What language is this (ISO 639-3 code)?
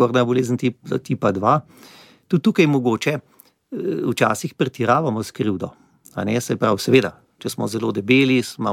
slv